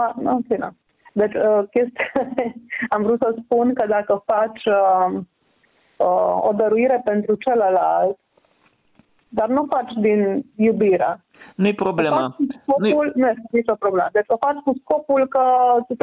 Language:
Romanian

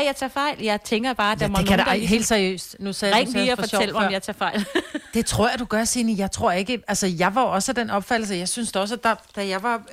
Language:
Danish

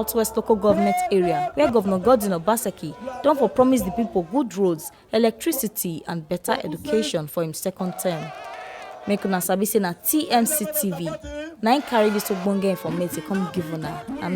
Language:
Nigerian Pidgin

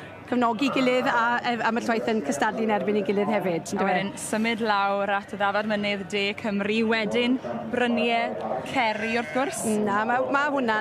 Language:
Welsh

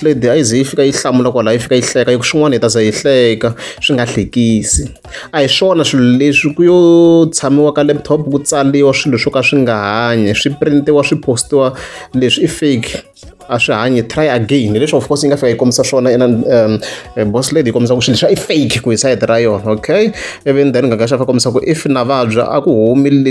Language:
Tsonga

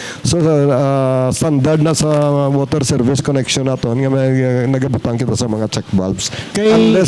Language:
Hiligaynon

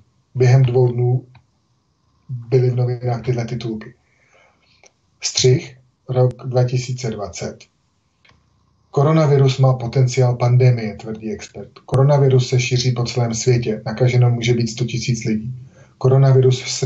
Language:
Czech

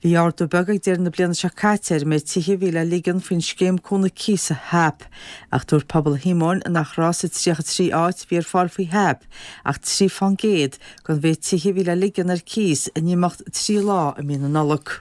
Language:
Irish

